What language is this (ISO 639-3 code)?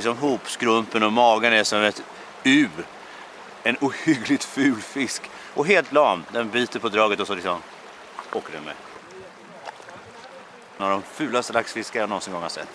swe